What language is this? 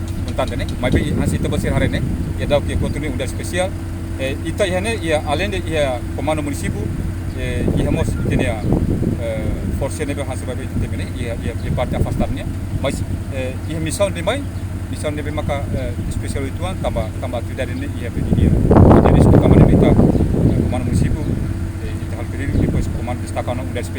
Tetum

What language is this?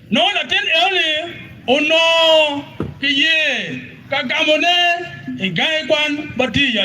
Acoli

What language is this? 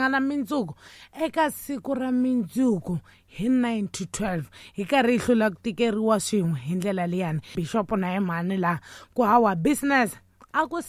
Tsonga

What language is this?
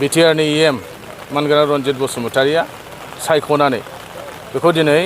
Bodo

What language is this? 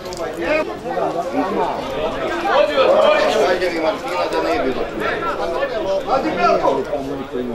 Croatian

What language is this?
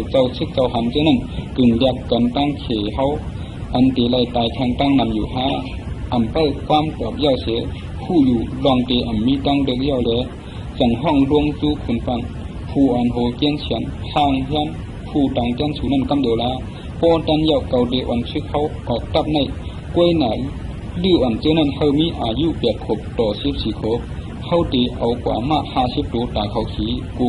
Shan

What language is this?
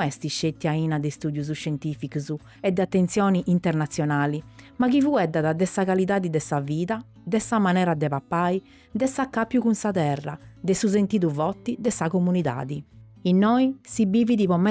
Sardinian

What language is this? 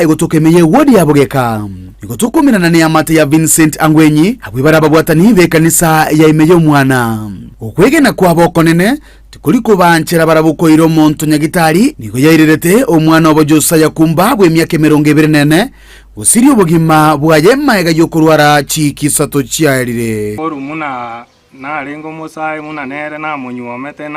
Gusii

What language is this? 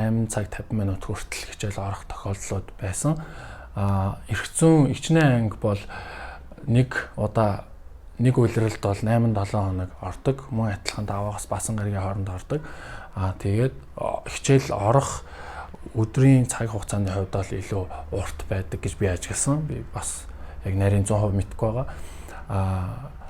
Mongolian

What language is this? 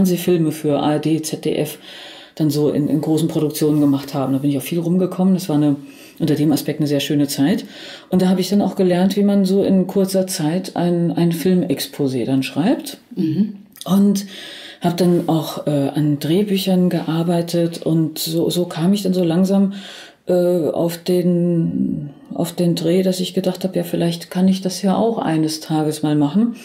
German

